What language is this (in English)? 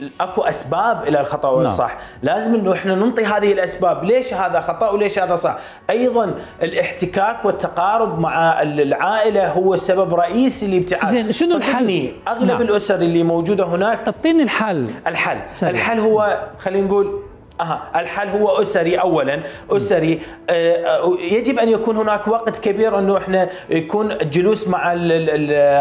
Mesopotamian Arabic